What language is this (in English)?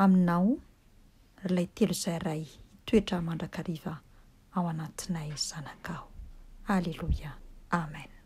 Malagasy